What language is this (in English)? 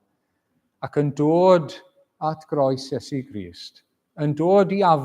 Welsh